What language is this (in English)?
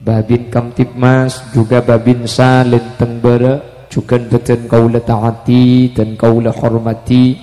Madurese